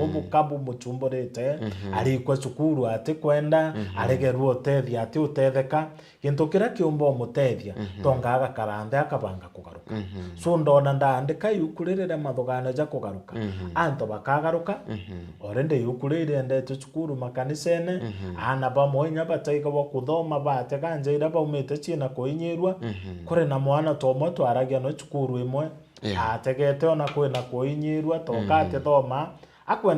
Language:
Meru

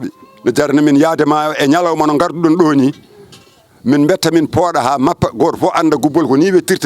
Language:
Fula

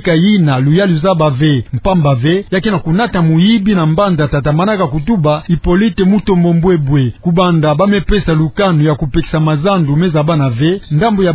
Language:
Kituba (Democratic Republic of Congo)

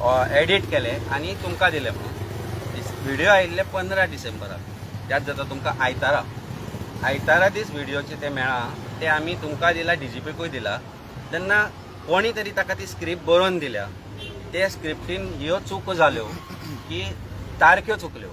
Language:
Konkani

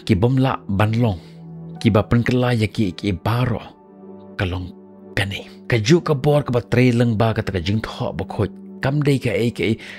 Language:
Khasi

